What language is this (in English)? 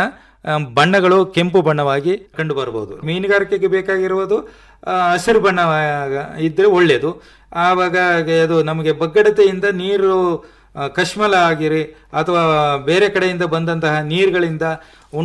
Kannada